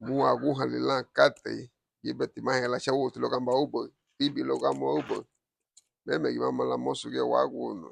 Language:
Garifuna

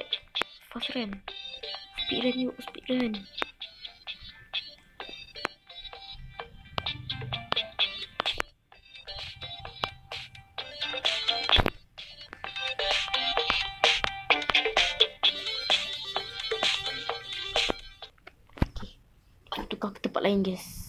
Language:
Malay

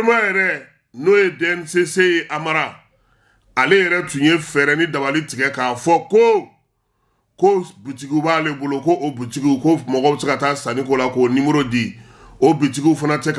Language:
Bambara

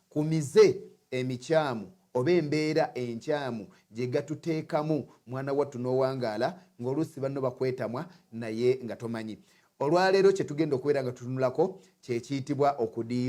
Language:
Ganda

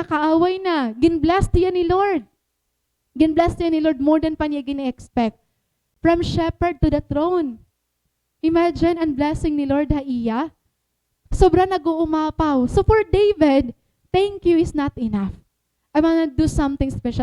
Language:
Waray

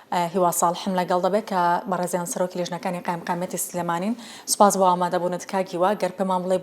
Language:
Central Kurdish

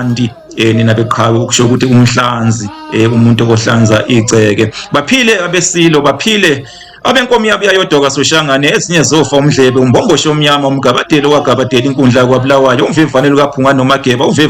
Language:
Zulu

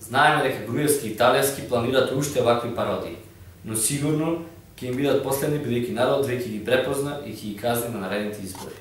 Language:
Macedonian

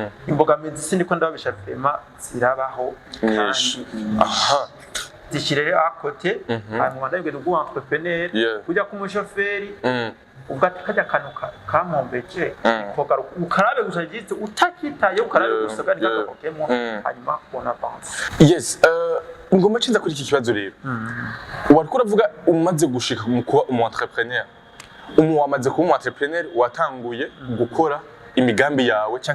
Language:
Rundi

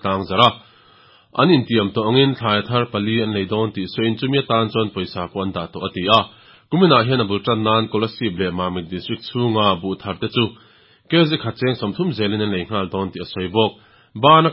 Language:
Mizo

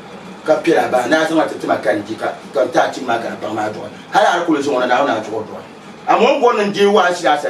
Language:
Dagbani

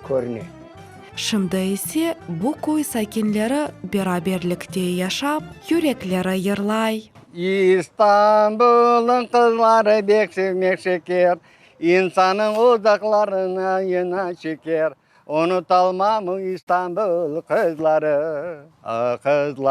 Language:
Crimean Tatar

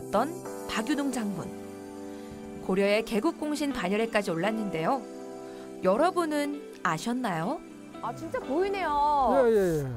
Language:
Korean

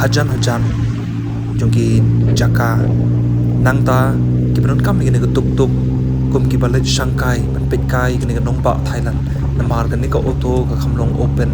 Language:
Khasi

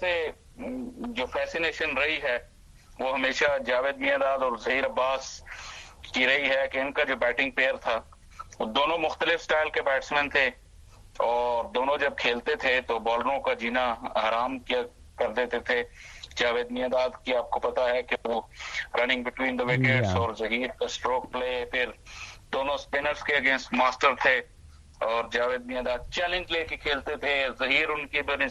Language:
Urdu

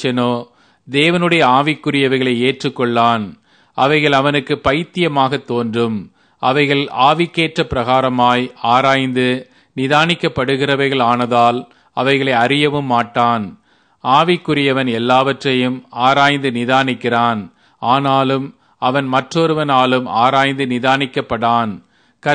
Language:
Tamil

